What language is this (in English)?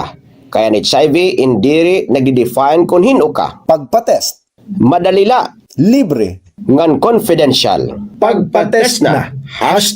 Waray